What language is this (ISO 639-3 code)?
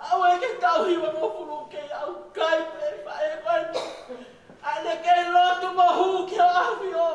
ton